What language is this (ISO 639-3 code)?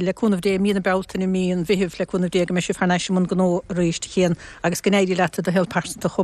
gle